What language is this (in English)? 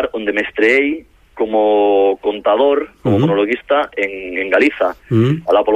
Galician